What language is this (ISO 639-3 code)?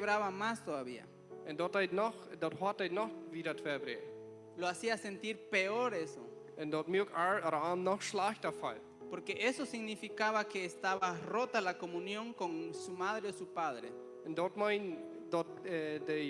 pdt